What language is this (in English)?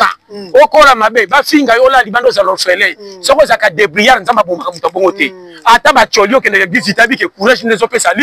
Lingala